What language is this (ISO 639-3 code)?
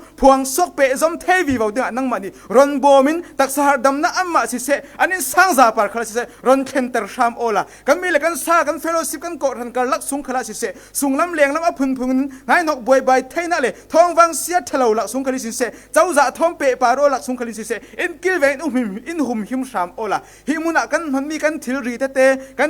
cfm